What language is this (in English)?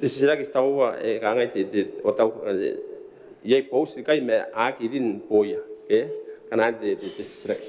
Gilbertese